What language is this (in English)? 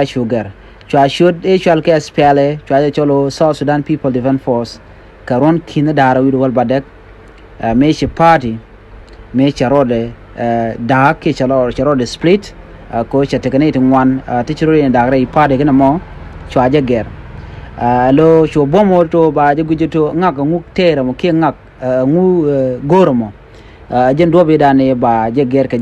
Nuer